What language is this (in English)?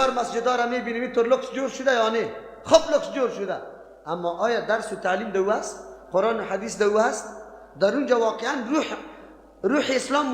Persian